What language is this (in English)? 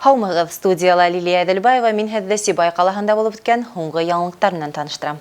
Bashkir